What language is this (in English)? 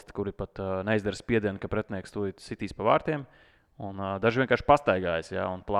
Latvian